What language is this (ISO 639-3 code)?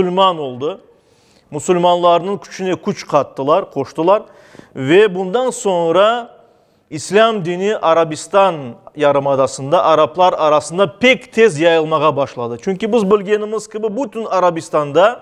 crh